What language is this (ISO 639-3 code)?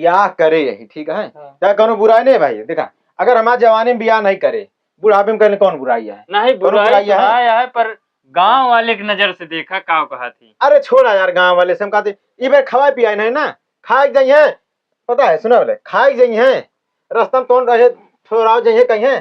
awa